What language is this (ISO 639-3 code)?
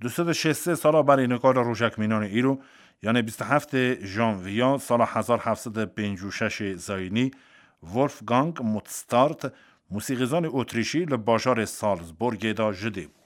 kur